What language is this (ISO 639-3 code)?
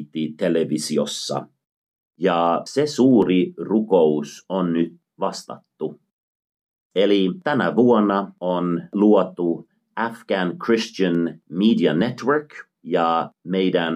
fin